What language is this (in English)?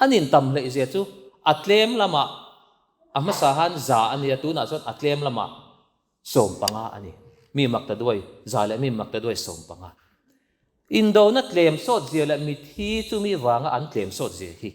Mizo